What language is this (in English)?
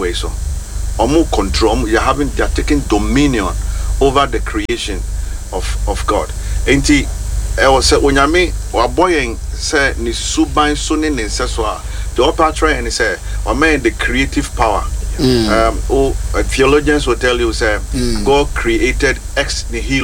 Akan